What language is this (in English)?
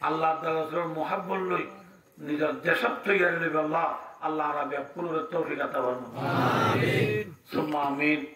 Rohingya